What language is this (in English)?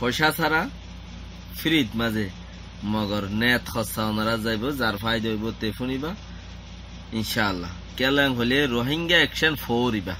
Rohingya